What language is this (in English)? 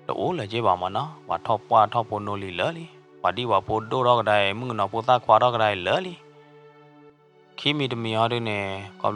S'gaw Karen